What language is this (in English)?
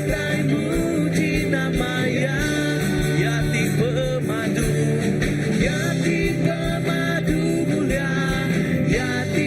Iban